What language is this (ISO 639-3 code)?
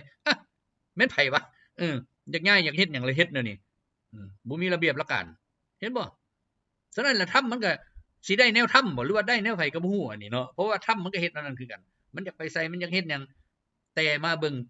lao